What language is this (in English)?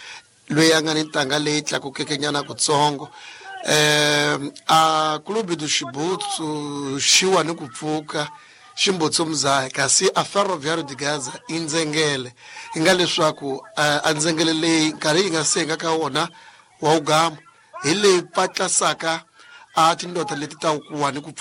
Tsonga